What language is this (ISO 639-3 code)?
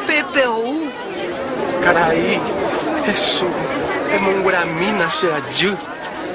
grn